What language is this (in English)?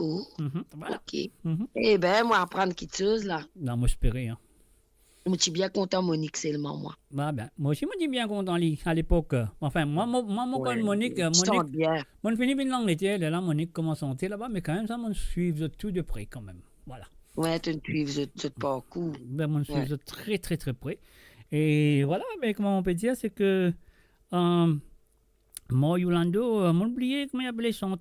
Morisyen